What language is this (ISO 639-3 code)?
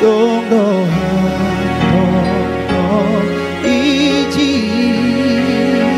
bts